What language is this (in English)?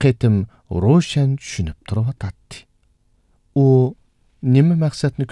Uyghur